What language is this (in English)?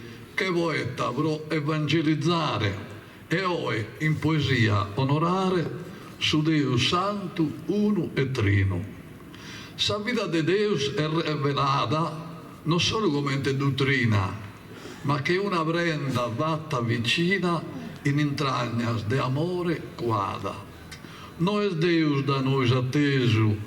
Sardinian